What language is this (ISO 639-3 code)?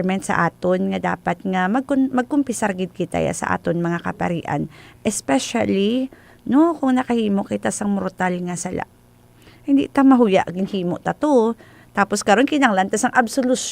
hil